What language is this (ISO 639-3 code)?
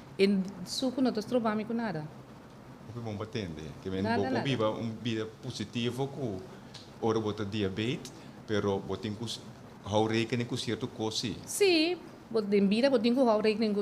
pap